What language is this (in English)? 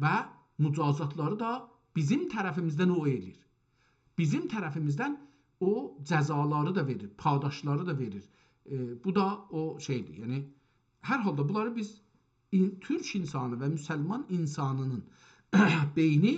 South Azerbaijani